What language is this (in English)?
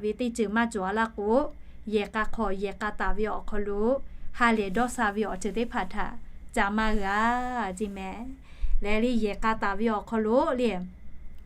Lahu